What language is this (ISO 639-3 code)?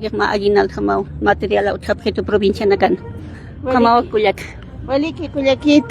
aym